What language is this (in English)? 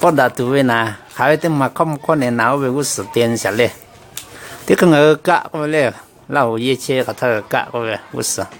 Lahu